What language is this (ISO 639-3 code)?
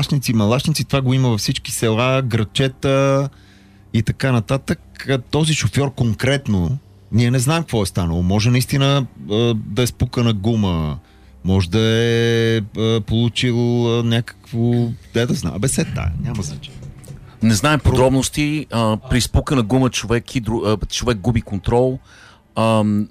bul